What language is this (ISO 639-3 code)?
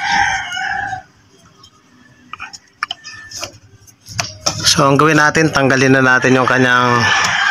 fil